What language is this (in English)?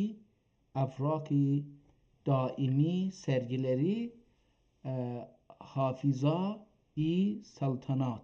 South Azerbaijani